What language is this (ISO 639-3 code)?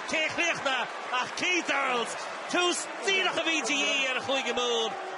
gle